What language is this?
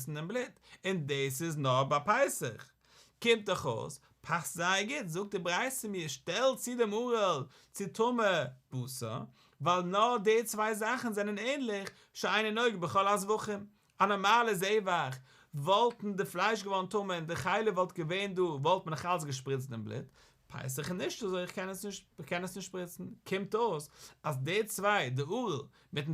Yiddish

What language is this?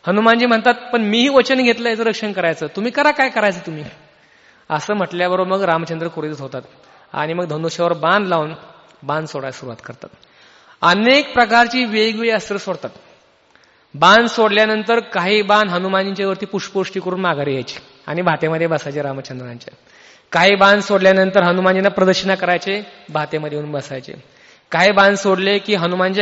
Marathi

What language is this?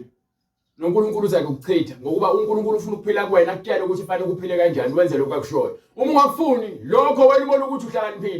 Zulu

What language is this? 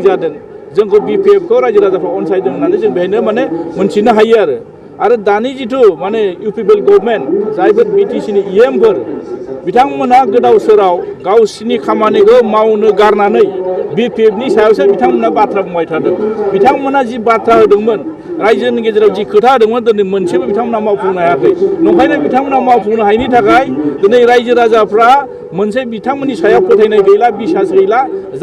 Bodo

